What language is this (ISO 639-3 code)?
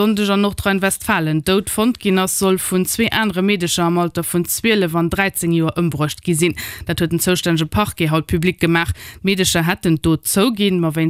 ltz